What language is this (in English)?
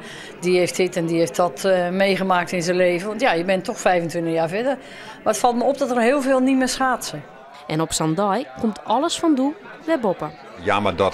Western Frisian